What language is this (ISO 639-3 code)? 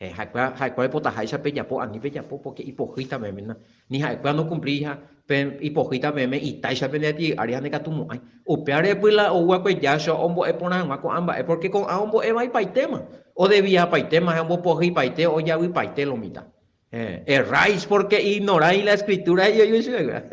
grn